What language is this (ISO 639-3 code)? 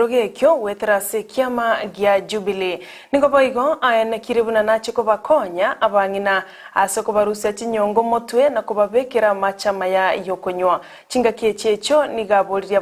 guz